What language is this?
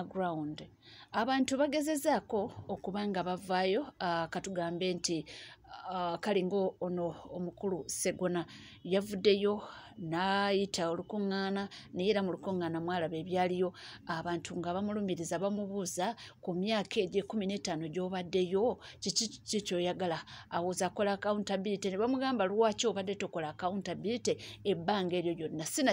Ganda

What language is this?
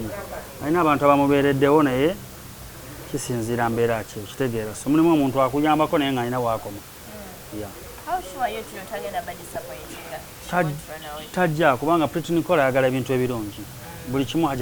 Ganda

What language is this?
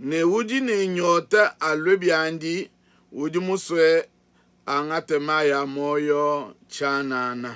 Luba-Lulua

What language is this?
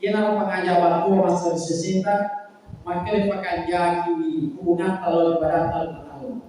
Buginese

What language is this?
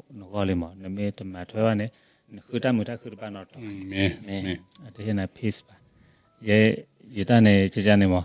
S'gaw Karen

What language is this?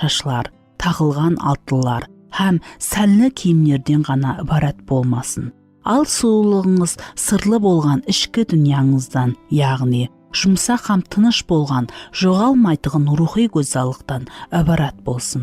Kara-Kalpak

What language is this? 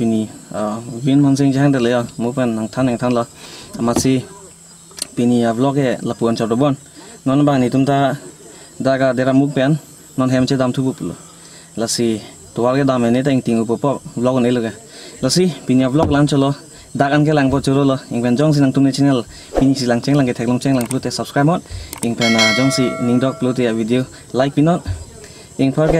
Karbi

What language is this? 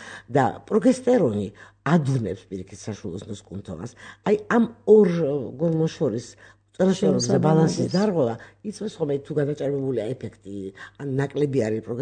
Georgian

